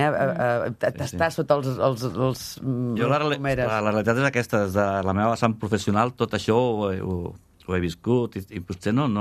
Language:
Catalan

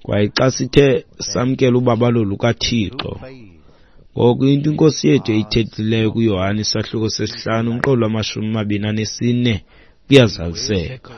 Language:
Xhosa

